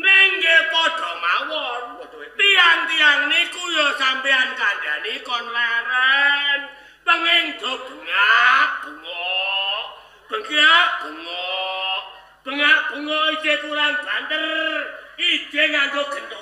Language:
Javanese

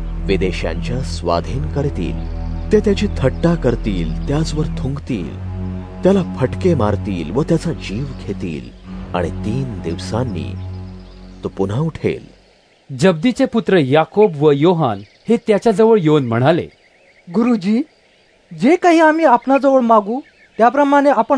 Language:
Marathi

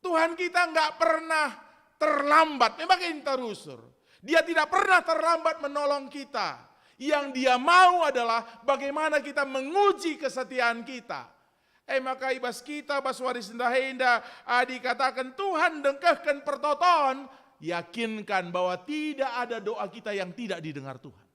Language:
Batak Karo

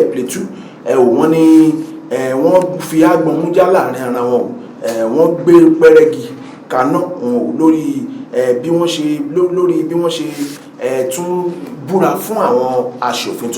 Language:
Yoruba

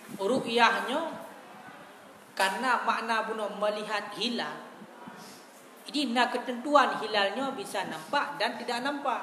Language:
Malay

